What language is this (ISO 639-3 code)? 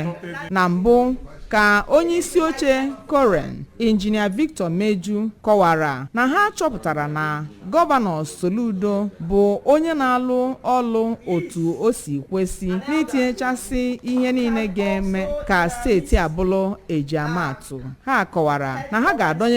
ibo